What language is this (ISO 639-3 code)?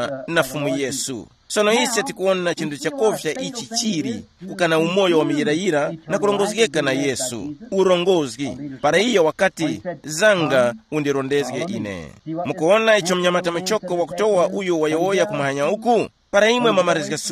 tum